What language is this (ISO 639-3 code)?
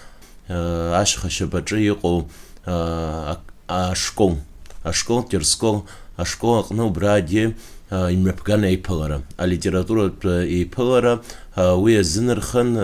abk